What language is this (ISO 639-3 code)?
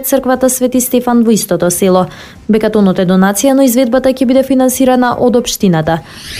mkd